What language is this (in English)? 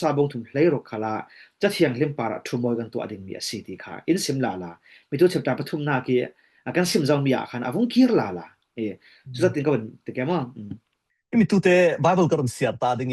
Falam Chin